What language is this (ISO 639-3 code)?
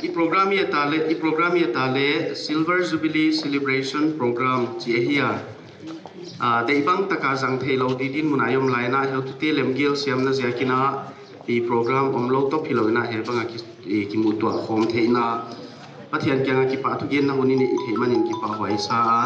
pck